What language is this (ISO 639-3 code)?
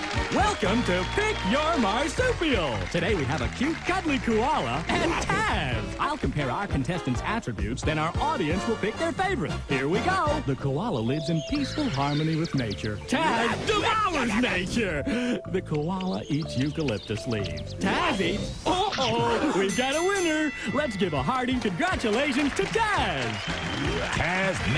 eng